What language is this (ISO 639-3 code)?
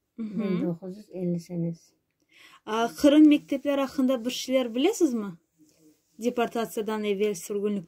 crh